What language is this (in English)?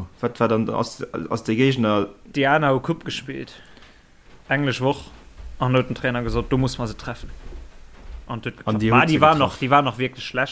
Luxembourgish